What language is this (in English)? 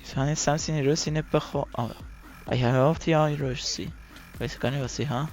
Swiss German